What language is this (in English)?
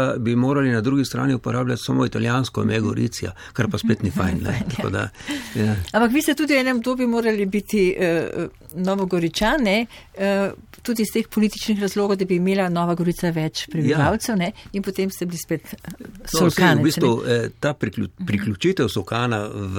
Slovenian